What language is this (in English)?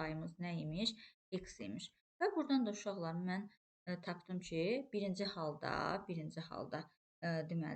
Azerbaijani